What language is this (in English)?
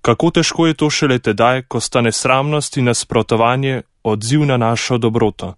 Slovenian